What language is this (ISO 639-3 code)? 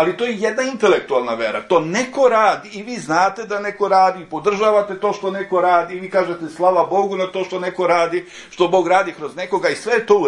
srp